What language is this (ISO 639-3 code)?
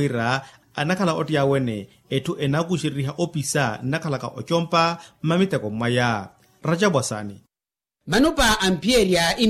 vmw